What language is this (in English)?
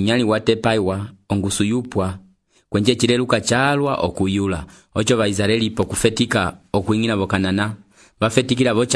Umbundu